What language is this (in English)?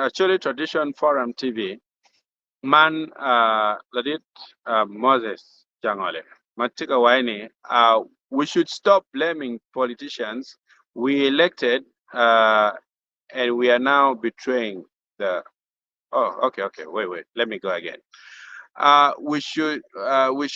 Acoli